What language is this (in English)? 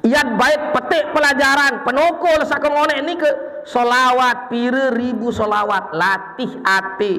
Sasak